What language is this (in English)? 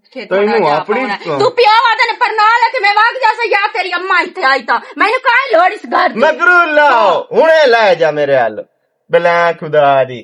Western Panjabi